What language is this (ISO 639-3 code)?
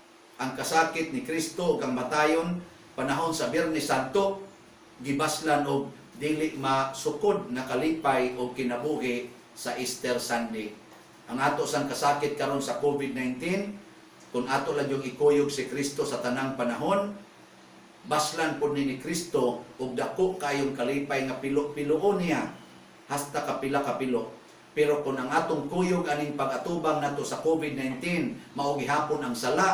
ceb